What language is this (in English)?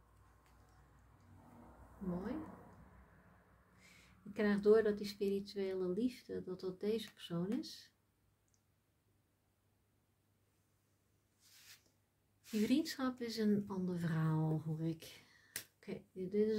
Dutch